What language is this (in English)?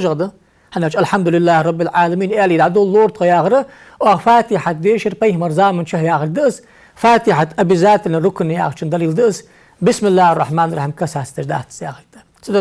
Ingush